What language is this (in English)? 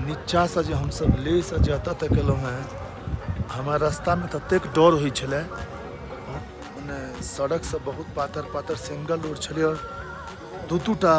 Maithili